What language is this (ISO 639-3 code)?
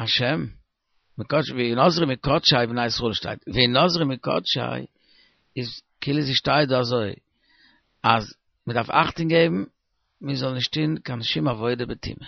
yid